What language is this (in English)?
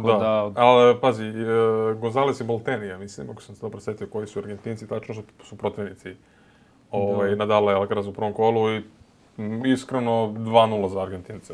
Serbian